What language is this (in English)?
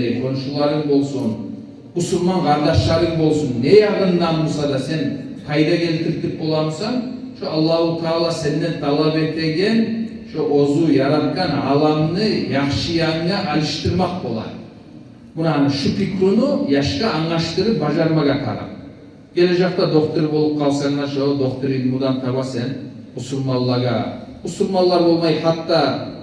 Kumyk